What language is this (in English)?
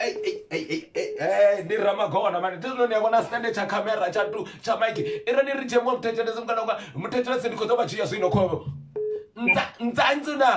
Venda